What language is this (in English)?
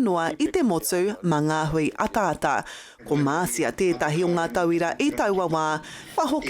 Māori